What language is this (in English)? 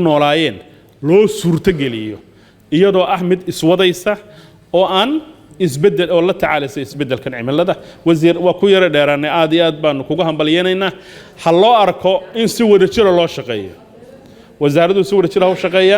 Somali